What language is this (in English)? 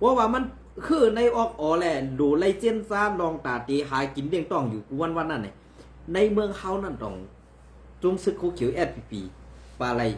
Shan